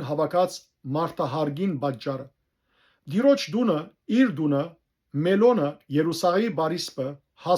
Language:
Western Armenian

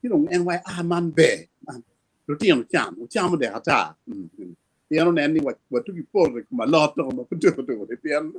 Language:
Acoli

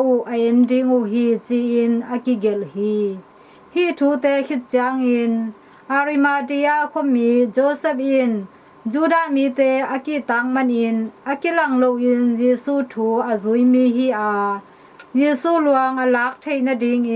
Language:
Tedim Chin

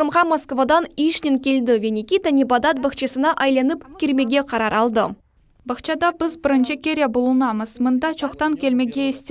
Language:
Crimean Tatar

